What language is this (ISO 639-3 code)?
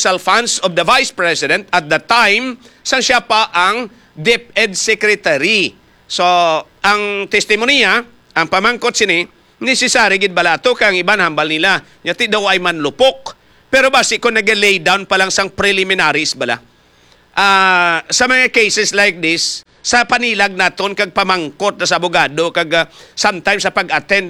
hil